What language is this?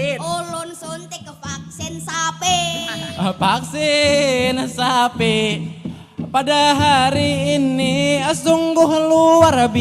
Banjar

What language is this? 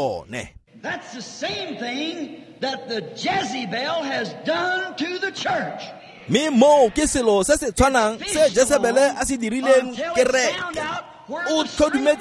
Tswana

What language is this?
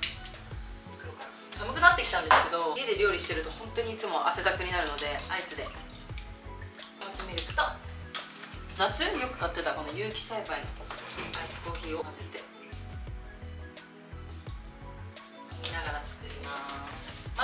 Japanese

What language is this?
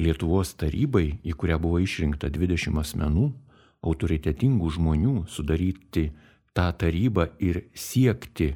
Lithuanian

